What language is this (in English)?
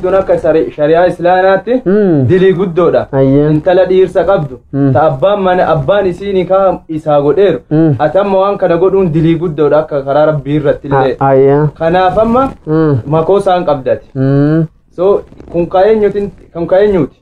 Oromo